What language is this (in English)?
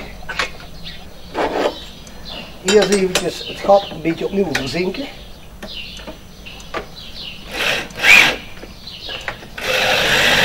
Dutch